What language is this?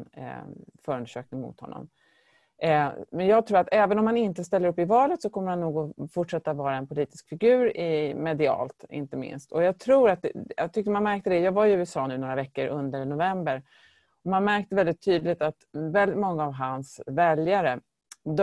Swedish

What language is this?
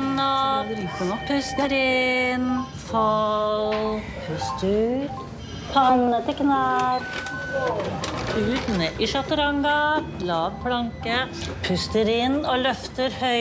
Norwegian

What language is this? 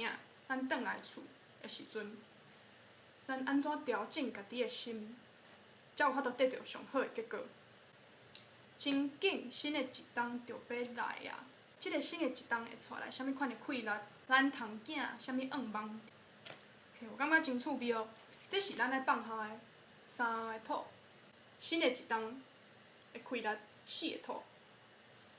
Min Nan Chinese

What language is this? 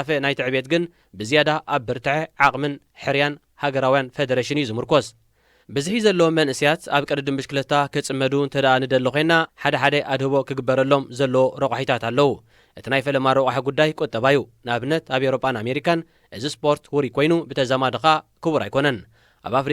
Tigrinya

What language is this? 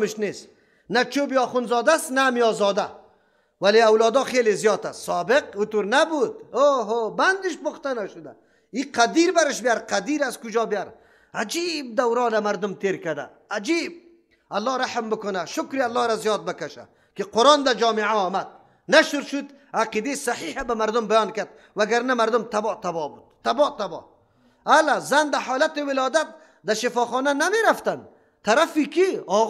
Persian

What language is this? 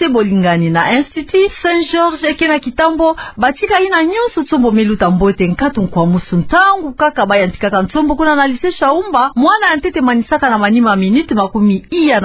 Kituba (Democratic Republic of Congo)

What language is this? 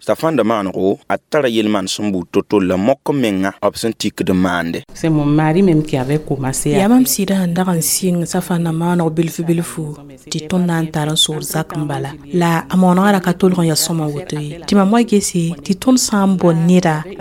Mossi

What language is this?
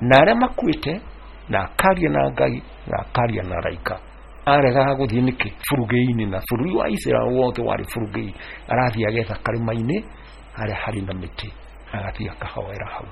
Kikuyu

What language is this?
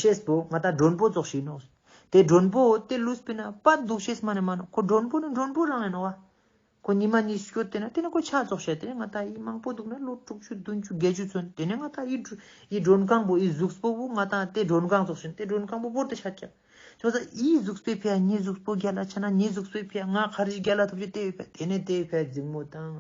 Ladakhi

